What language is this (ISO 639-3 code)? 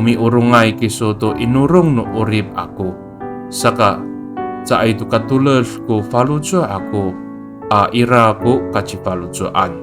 ami